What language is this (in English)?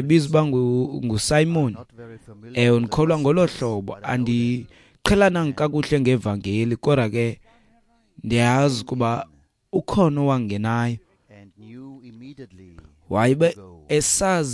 Xhosa